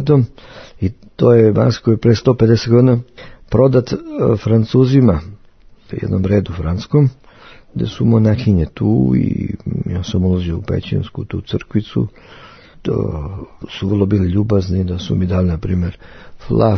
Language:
Serbian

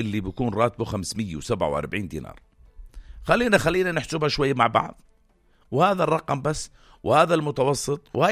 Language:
North Levantine Arabic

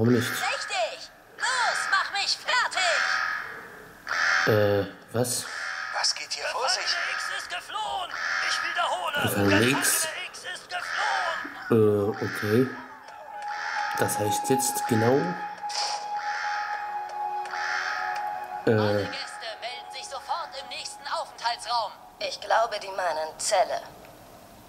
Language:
German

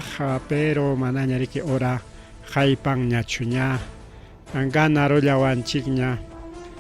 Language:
Ayacucho Quechua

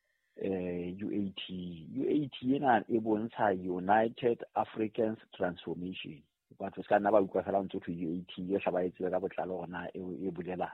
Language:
Southern Sotho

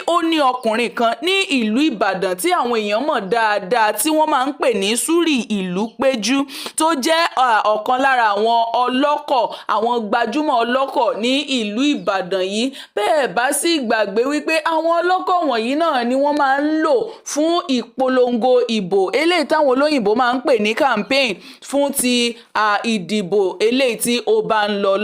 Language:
Yoruba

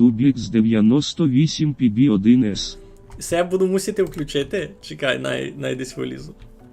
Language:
Rusyn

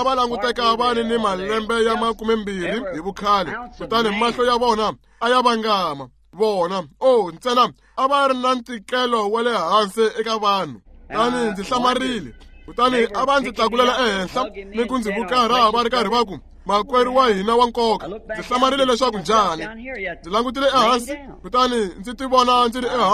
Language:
Tsonga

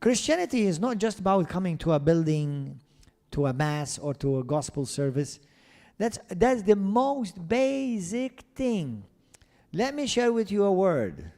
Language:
English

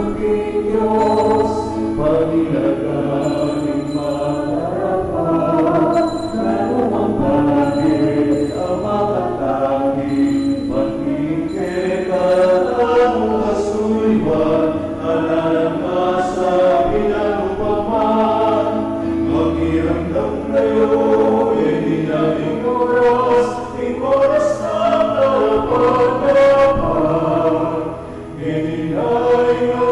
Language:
Pampanga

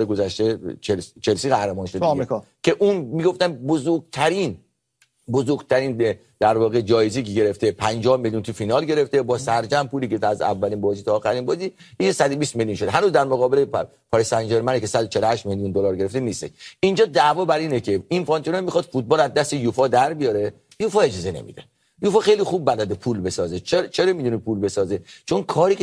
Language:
Persian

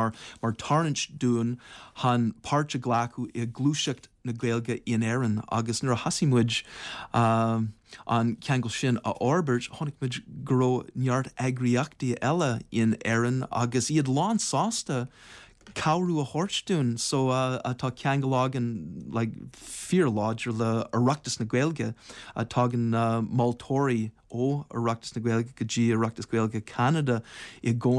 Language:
Irish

